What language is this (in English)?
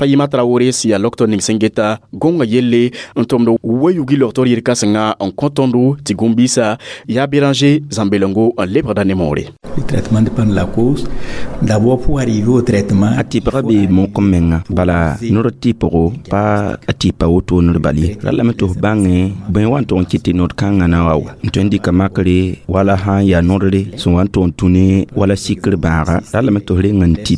Mossi